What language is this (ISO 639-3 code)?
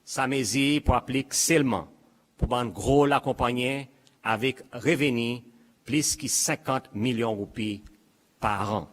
crs